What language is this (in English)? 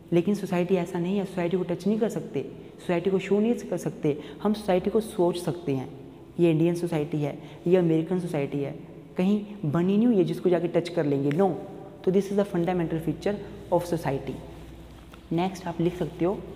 Hindi